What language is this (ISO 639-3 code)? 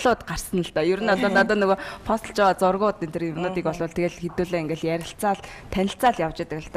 mon